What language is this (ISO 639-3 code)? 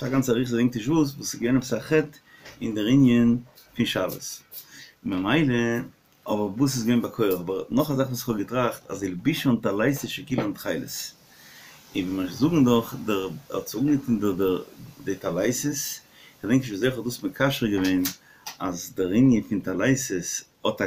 yid